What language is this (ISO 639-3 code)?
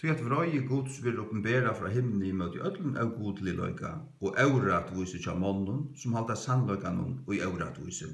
fao